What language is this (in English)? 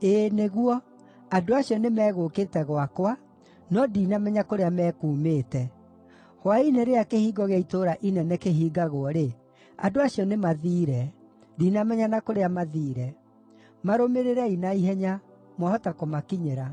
Kikuyu